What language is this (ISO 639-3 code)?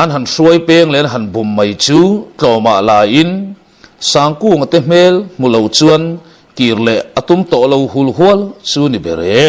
lus